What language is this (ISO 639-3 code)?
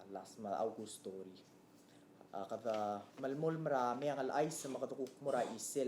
pau